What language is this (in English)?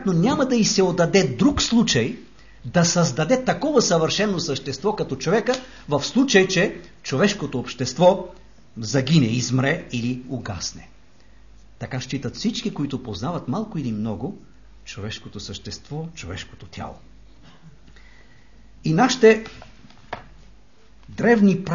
Bulgarian